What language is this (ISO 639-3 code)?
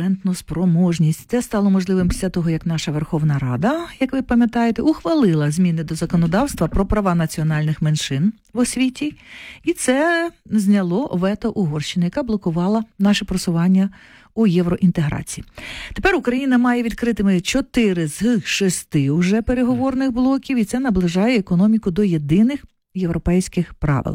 ukr